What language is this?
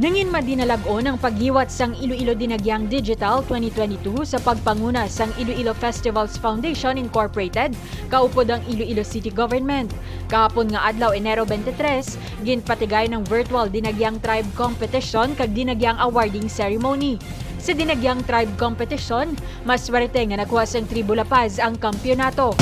Hiligaynon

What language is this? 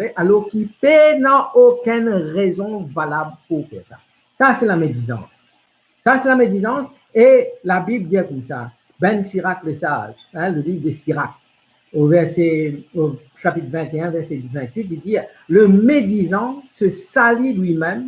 Morisyen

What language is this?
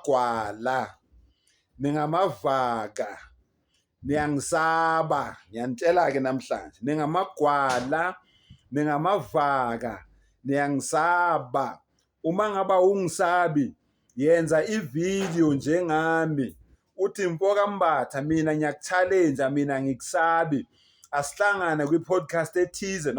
Zulu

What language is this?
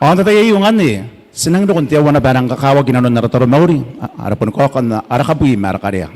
Gilbertese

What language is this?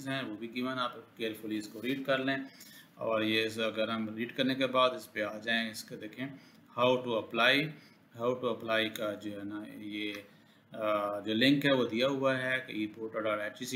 Hindi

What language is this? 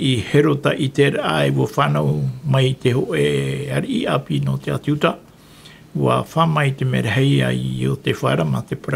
Tahitian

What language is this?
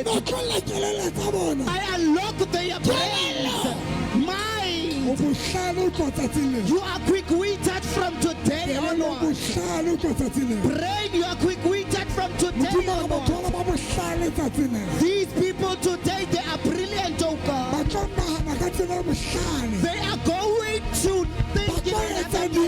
Southern Sotho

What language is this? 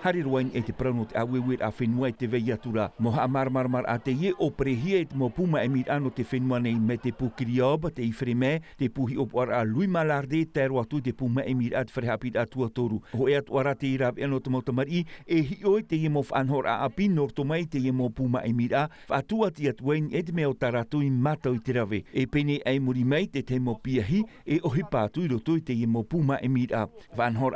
Tahitian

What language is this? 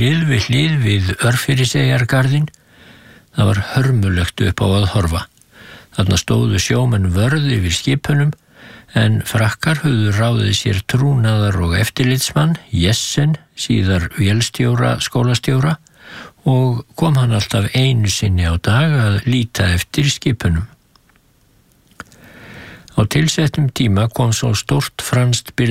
Icelandic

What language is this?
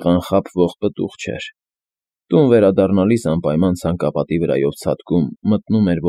Armenian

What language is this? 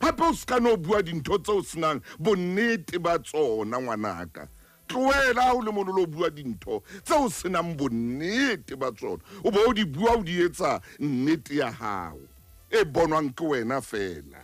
Southern Sotho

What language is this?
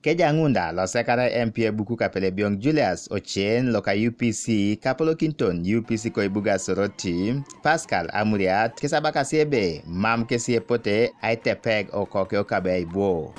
Teso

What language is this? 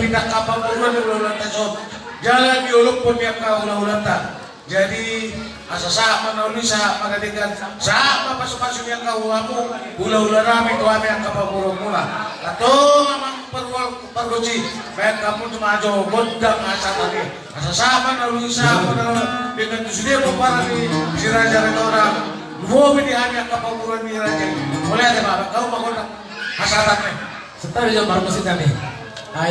Batak Toba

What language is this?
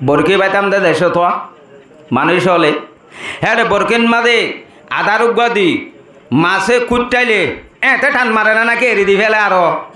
Rohingya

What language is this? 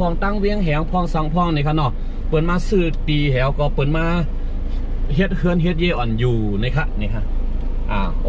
Shan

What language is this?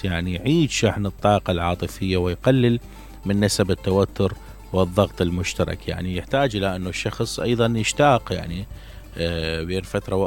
Mesopotamian Arabic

